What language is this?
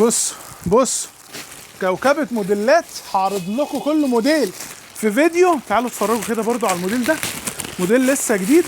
Egyptian Arabic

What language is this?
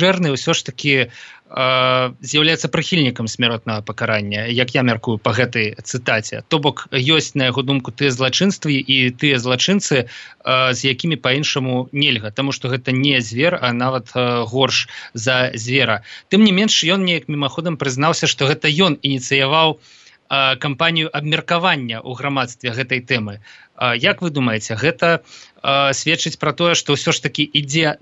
Belarusian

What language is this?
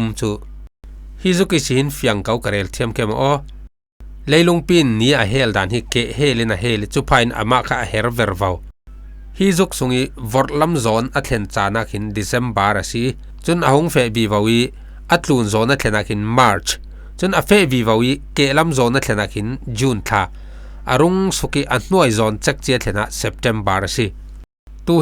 Falam Chin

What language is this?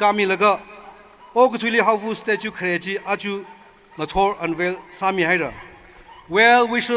Tangkhul Naga (India)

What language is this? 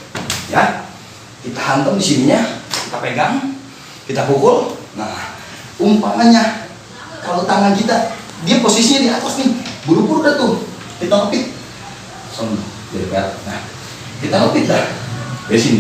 Betawi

